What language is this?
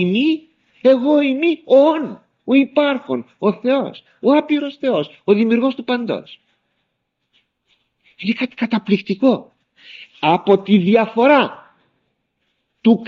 Greek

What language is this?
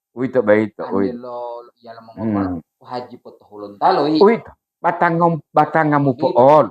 Gorontalo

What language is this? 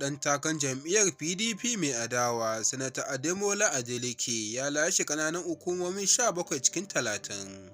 Hausa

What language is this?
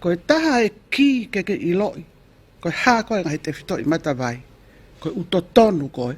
Tongan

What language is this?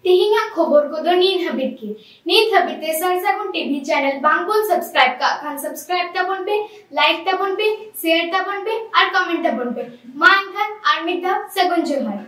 Santali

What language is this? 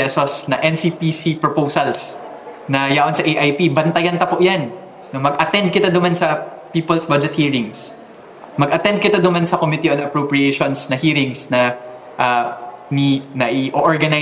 Bikol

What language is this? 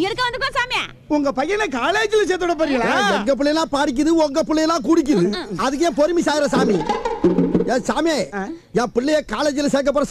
Tamil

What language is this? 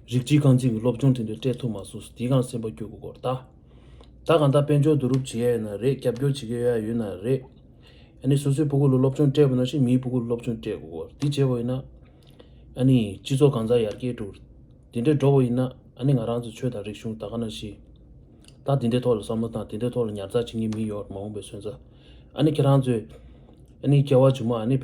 Tibetan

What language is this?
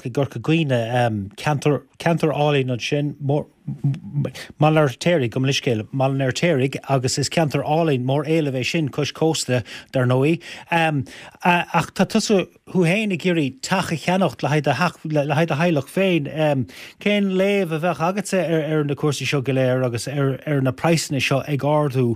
Irish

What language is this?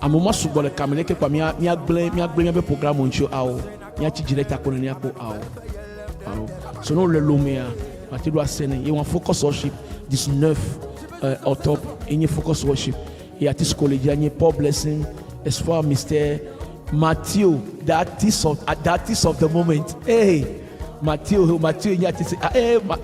Ewe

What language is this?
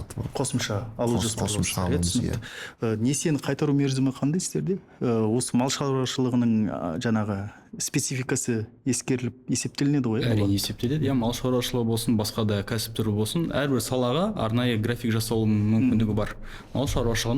Kazakh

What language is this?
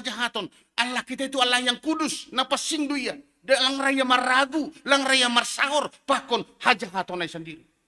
Batak Simalungun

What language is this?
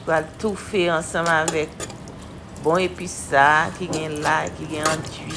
Haitian Creole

